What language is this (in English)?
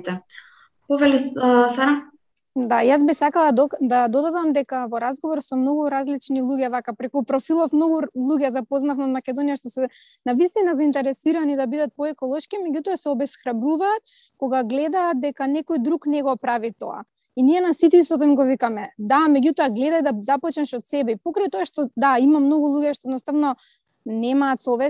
Macedonian